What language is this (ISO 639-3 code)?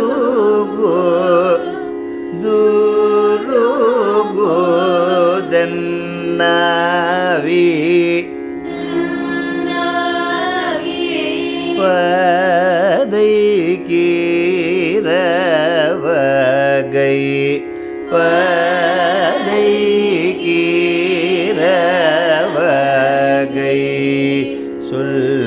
tam